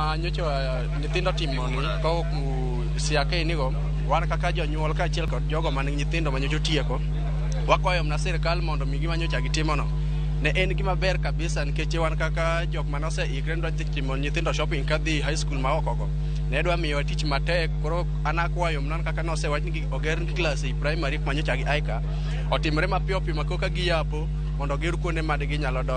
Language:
Luo (Kenya and Tanzania)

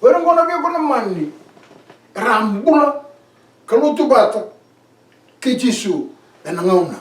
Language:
Fijian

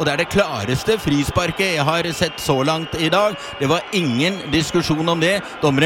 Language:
Norwegian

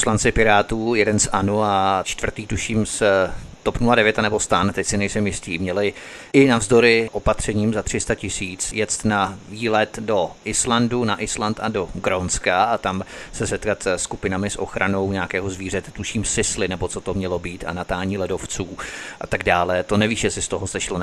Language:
Czech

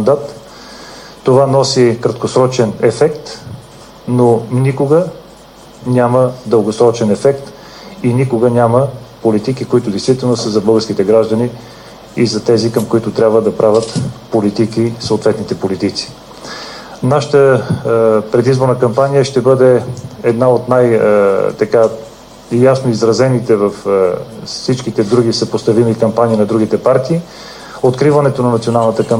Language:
Bulgarian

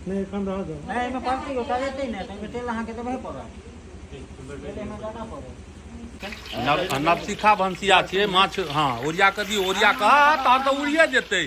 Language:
Maithili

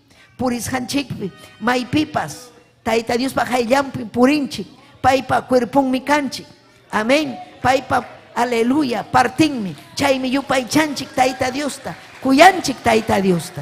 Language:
Ayacucho Quechua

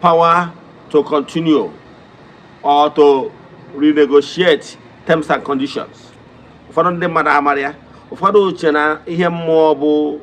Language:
Igbo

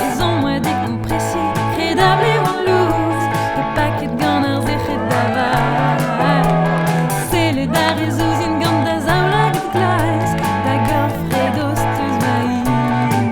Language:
Breton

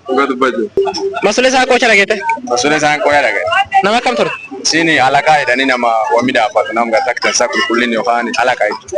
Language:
Oromo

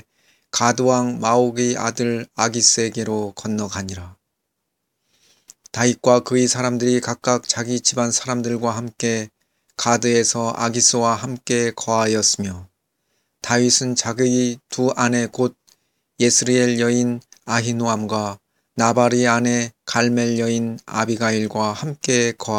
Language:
Korean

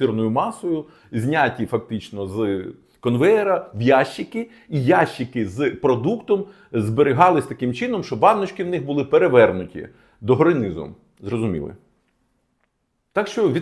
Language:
Ukrainian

